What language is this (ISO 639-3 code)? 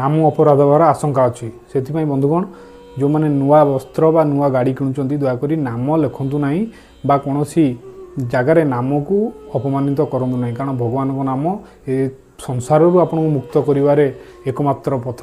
ori